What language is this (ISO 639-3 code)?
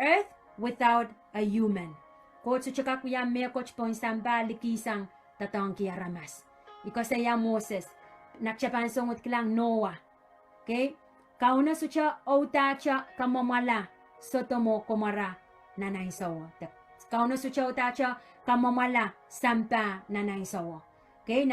pon